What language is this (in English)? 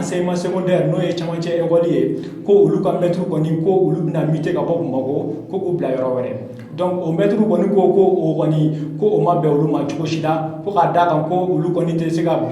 Bambara